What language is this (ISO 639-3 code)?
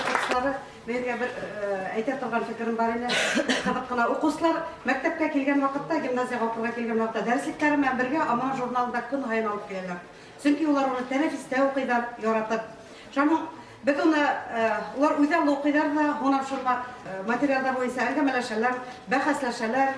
bak